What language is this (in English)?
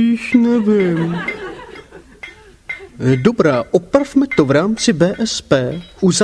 Czech